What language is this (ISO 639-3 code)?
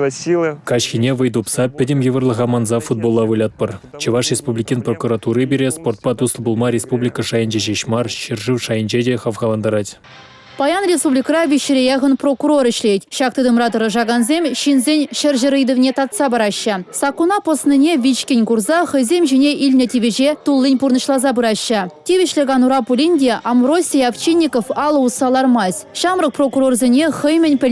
chv